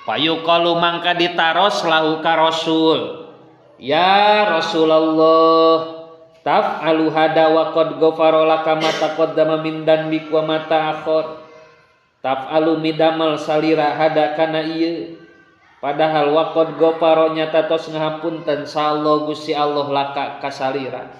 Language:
Sundanese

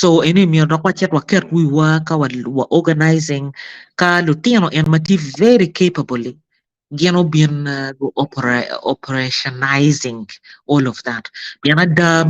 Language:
Acoli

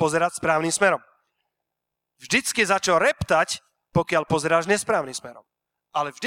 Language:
Slovak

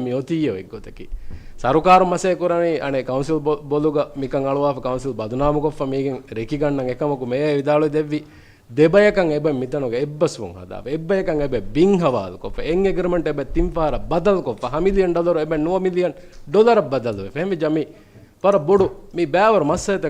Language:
Divehi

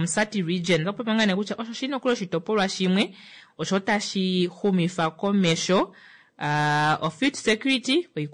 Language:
Kuanyama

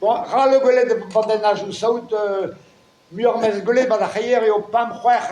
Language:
Breton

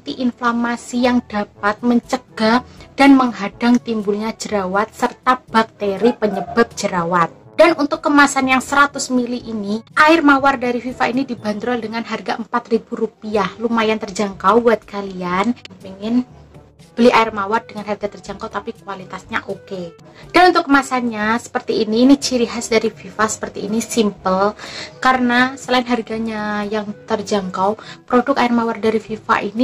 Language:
Indonesian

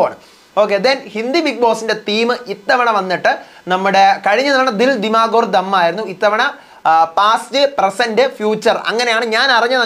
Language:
Malayalam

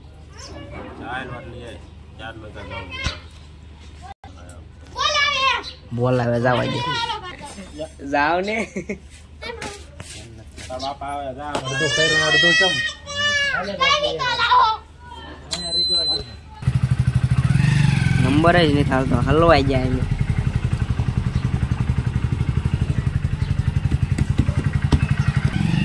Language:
Gujarati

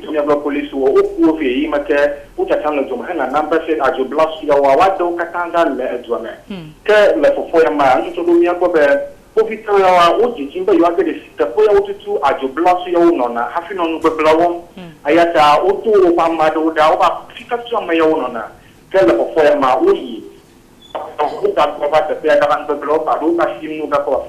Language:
Ewe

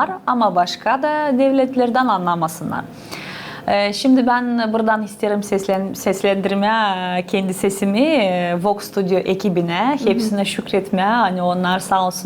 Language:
Gagauz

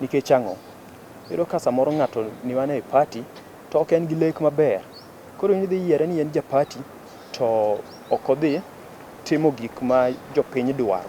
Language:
Luo (Kenya and Tanzania)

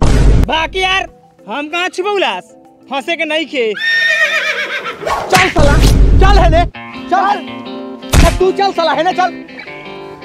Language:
Bhojpuri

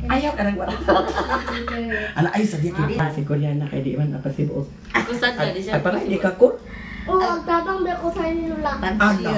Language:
Cebuano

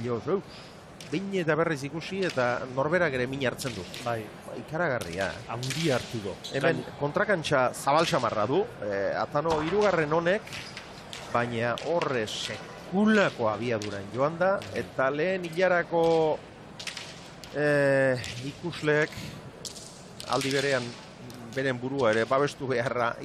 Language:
Basque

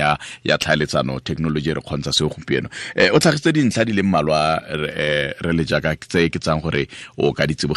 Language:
Tswana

